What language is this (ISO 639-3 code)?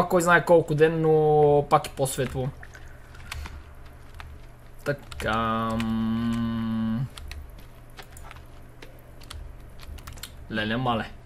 bul